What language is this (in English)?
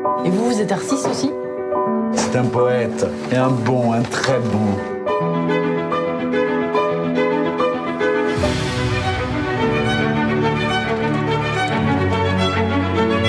French